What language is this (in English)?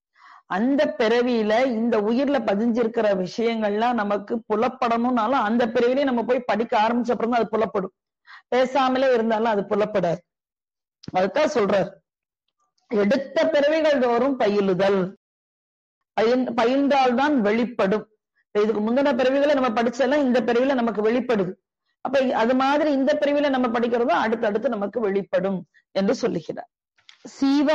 Tamil